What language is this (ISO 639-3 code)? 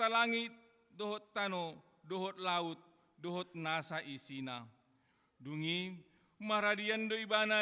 bbc